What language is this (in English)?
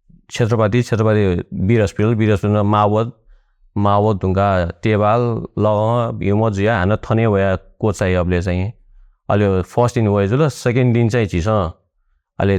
Newari